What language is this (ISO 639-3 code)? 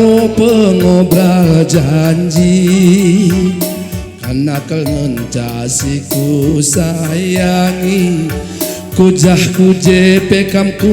btx